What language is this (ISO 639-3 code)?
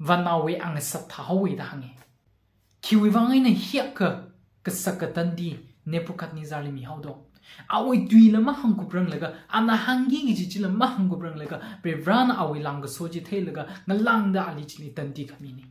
nmf